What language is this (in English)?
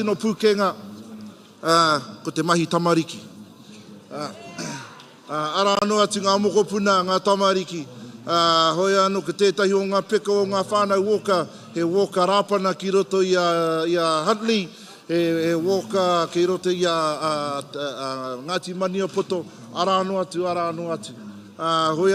Māori